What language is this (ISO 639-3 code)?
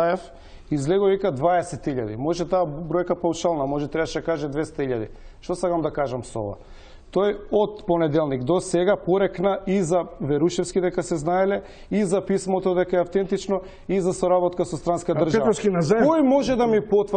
mkd